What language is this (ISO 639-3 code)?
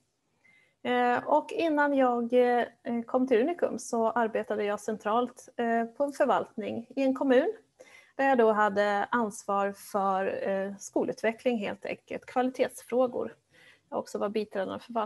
swe